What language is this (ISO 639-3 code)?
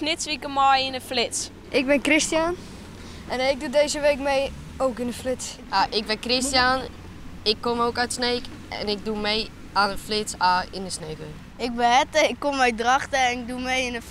fry